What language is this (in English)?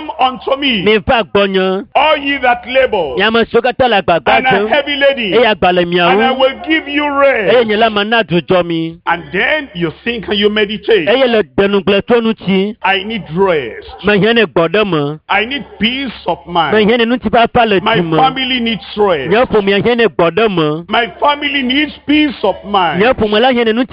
Ewe